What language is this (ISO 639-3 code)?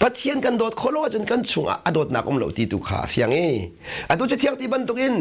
cnh